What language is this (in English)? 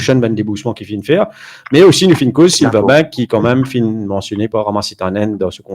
Morisyen